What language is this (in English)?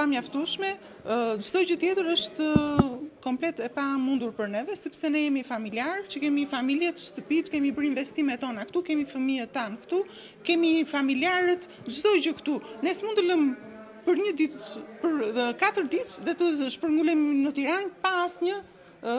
Albanian